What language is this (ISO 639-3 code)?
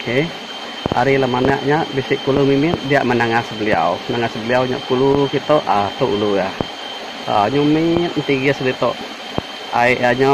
iba